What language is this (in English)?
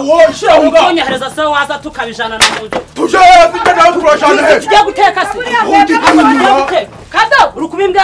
Kinyarwanda